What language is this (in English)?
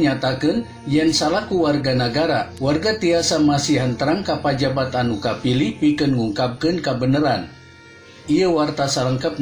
Sundanese